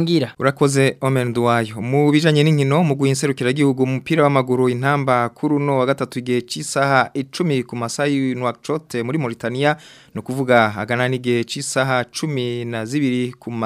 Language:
Rundi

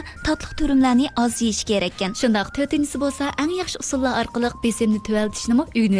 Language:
Uyghur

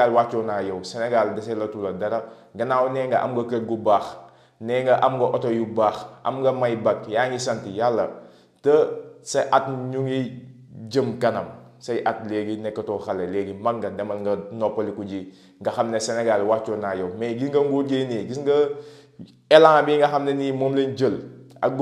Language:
Wolof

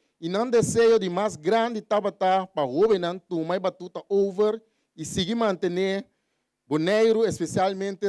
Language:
Papiamento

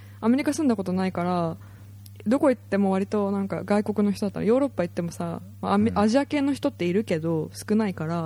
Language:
Japanese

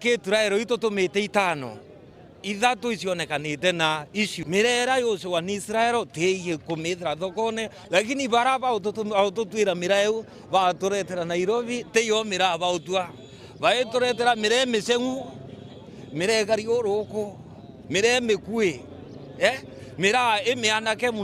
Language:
Meru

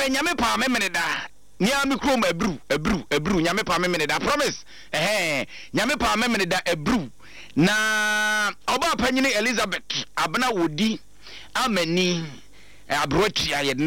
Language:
Akan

